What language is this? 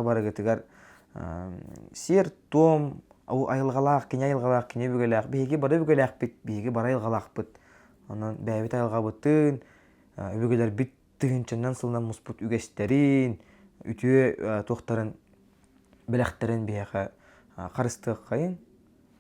Yakut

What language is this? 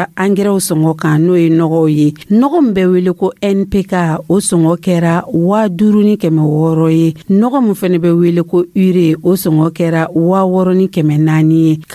Dyula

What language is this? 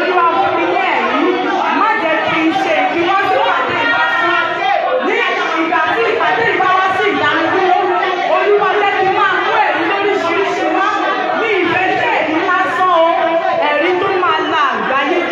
Yoruba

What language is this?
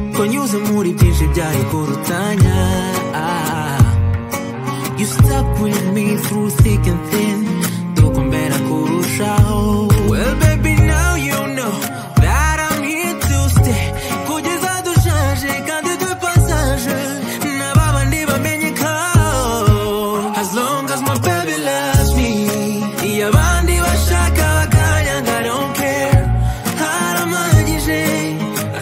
Kinyarwanda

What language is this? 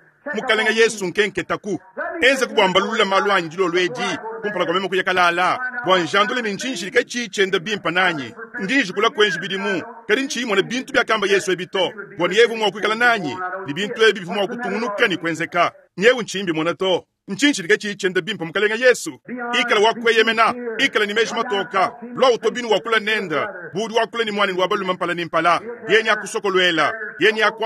Luba-Lulua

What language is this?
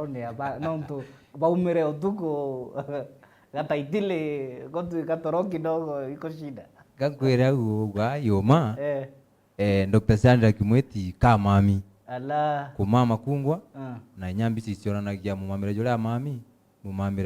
Meru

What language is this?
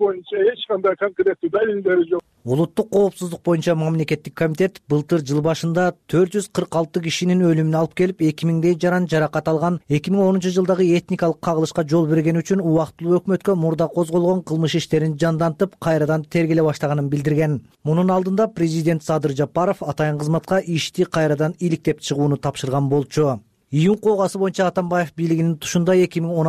Kyrgyz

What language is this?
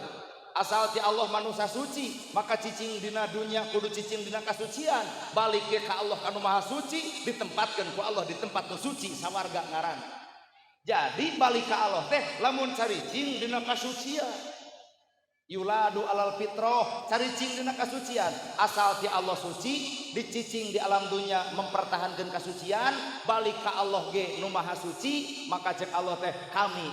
Sundanese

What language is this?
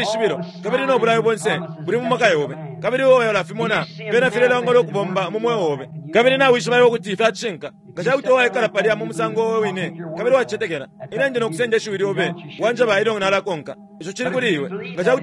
Bemba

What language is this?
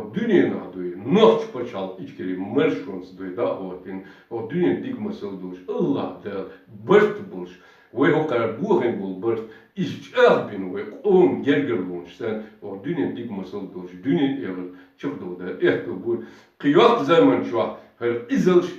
Chechen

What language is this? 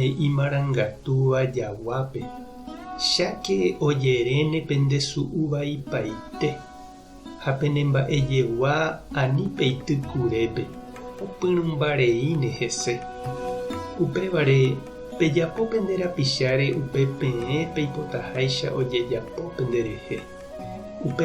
Guarani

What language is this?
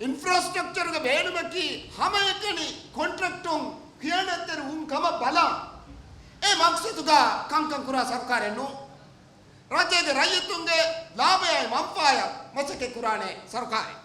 Divehi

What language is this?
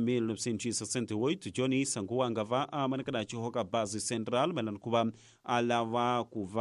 Tsonga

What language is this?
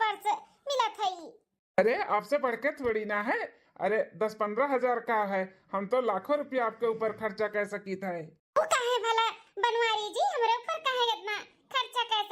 Awadhi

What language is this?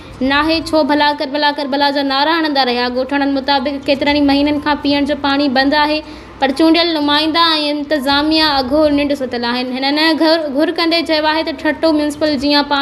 Sindhi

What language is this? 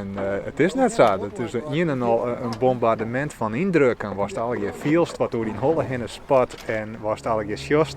Western Frisian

